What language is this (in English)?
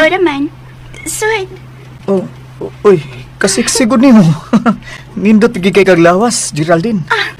Cebuano